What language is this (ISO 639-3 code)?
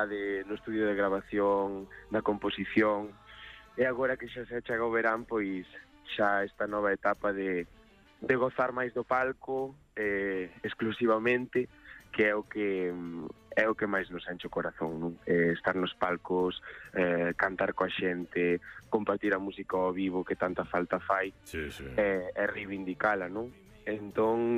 glg